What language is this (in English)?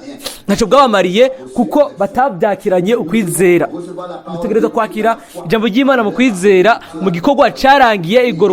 Rundi